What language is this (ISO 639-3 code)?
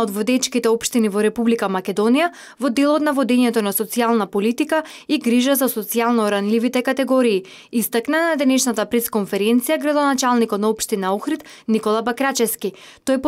mkd